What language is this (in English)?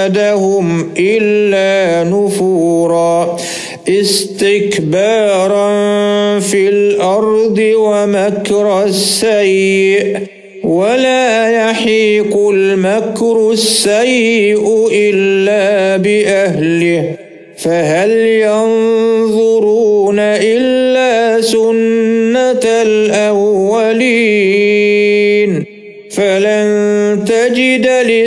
Arabic